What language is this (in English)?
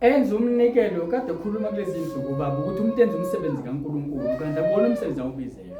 Zulu